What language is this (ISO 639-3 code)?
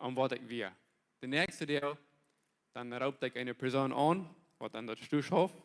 pdt